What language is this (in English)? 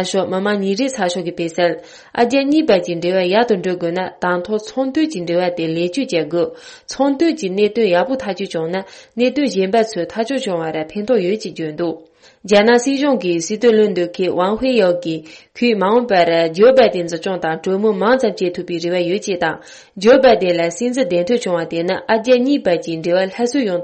Tibetan